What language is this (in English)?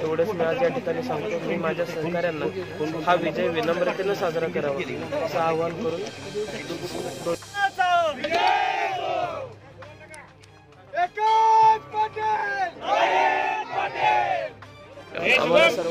Marathi